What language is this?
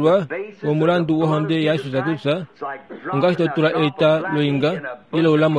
Kuanyama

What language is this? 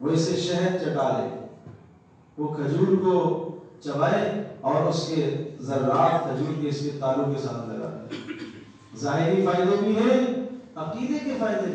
Urdu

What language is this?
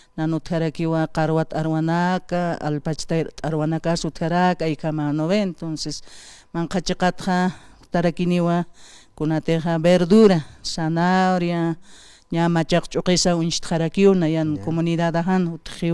Aymara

